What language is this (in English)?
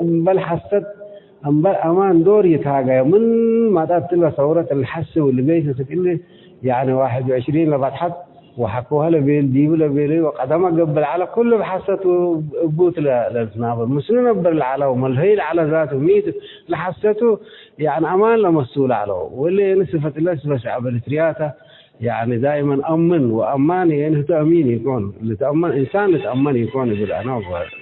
Tigre